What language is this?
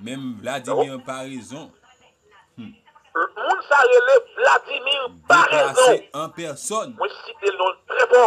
Haitian Creole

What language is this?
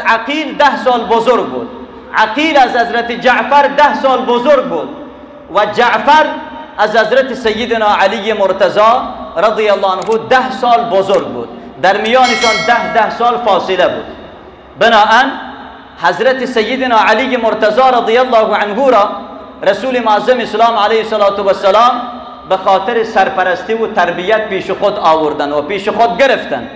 Persian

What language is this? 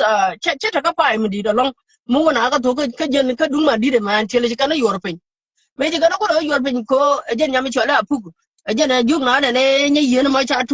Nuer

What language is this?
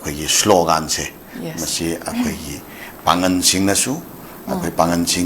Manipuri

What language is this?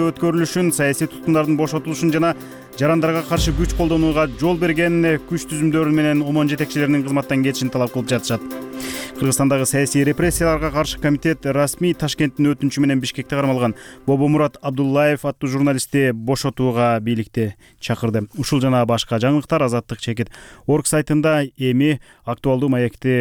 Kyrgyz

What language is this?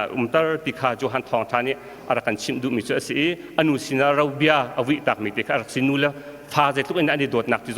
Hakha Chin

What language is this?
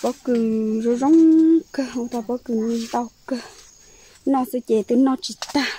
Hmong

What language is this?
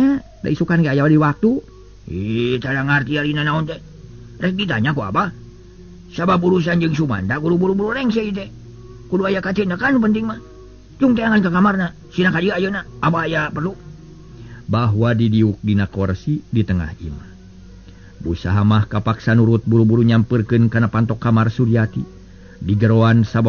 Sundanese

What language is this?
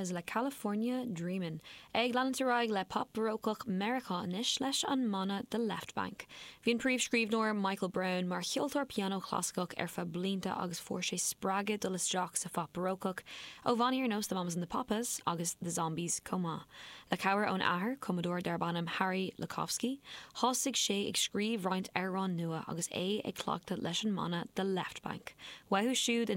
Irish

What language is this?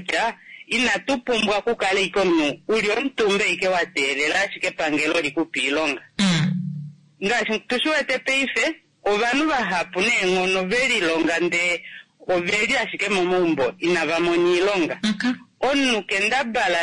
Kuanyama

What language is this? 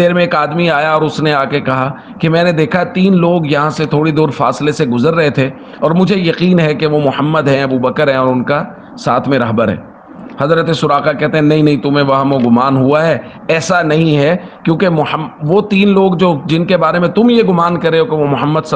Urdu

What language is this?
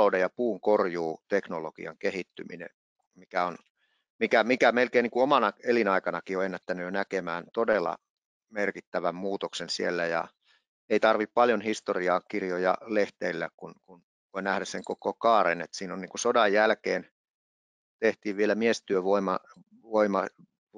Finnish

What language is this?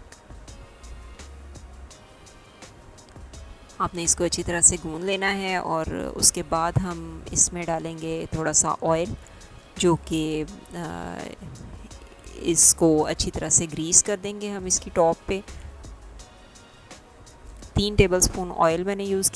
Hindi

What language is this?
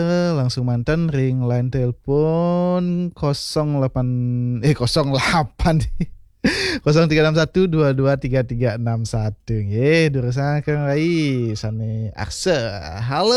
Balinese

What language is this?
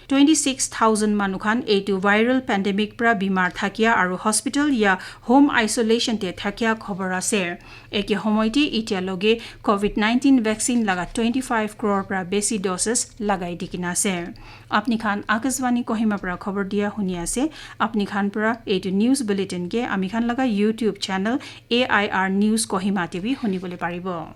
Naga Pidgin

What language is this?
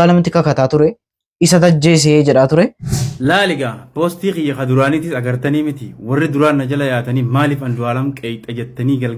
Oromo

